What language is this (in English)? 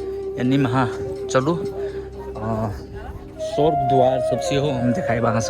Maithili